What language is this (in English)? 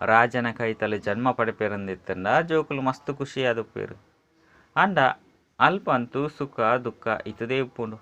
Tulu